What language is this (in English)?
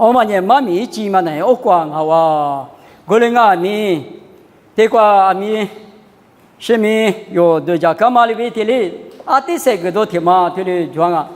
Lisu